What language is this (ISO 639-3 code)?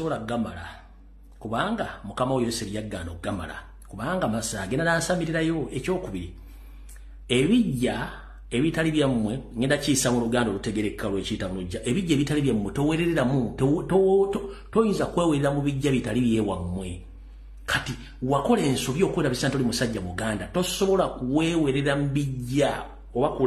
lug